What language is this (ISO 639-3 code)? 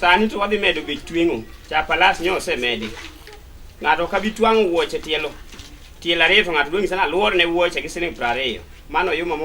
luo